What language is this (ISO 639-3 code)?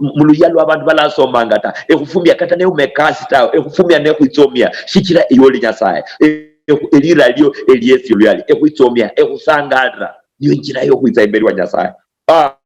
luy